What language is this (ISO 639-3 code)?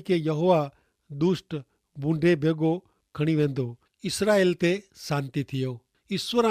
kfr